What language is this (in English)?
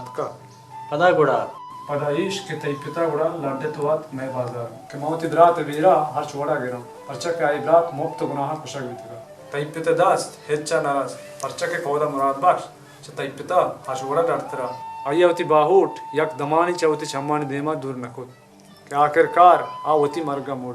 Baluchi